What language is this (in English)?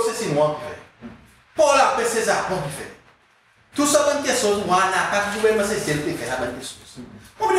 Seselwa Creole French